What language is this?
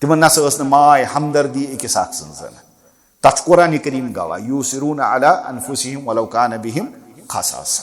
Kashmiri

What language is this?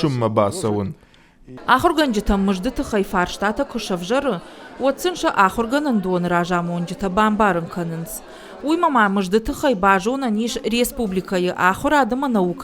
Ossetic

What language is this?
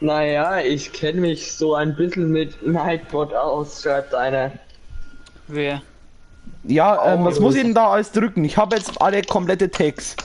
Bavarian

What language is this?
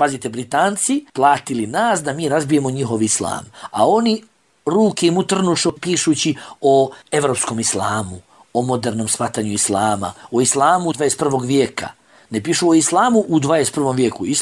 Bosnian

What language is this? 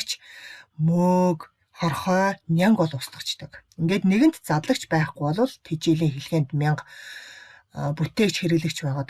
Mongolian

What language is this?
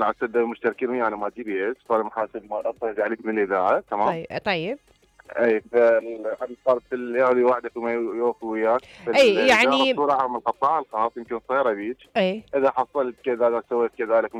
Mesopotamian Arabic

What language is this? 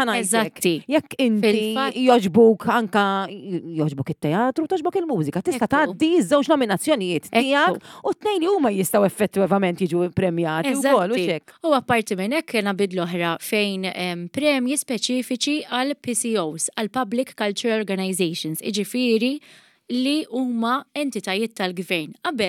Maltese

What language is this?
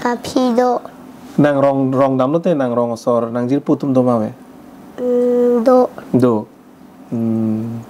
Karbi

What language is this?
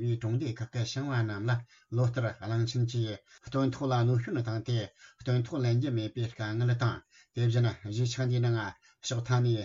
Tibetan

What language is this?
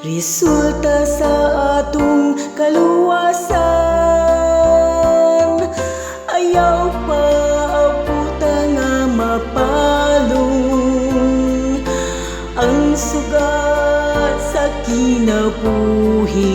Cebuano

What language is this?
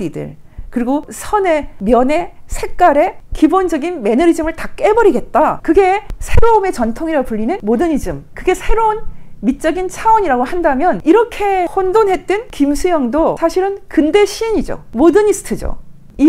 Korean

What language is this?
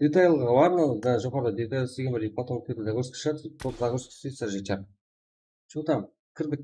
Kara-Kalpak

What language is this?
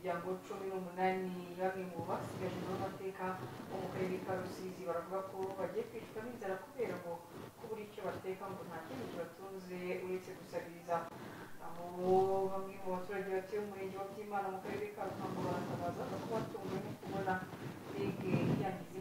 Kinyarwanda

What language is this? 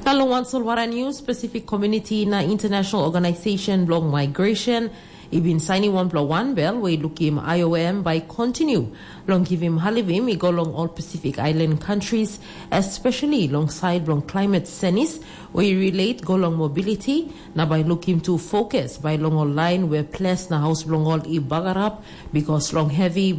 Tok Pisin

